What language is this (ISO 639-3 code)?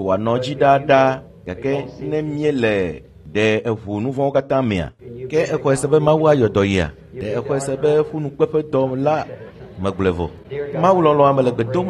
ewe